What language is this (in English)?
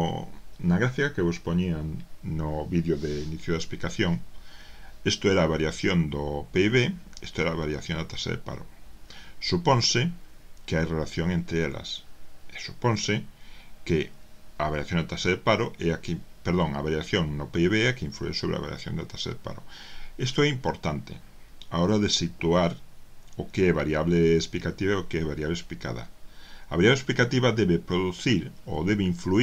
Galician